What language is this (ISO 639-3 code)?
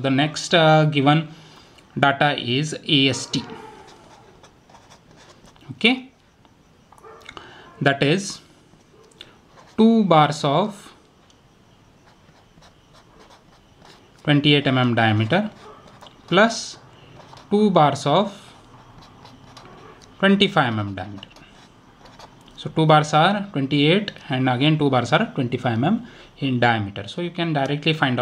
eng